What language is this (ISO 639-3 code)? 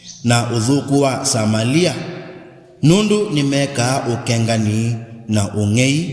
kam